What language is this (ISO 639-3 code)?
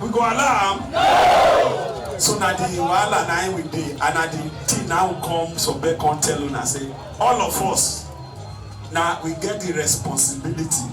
pcm